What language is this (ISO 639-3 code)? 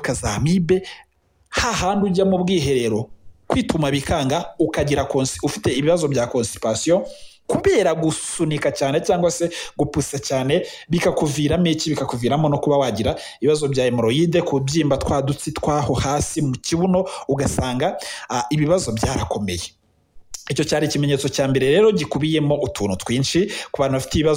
kin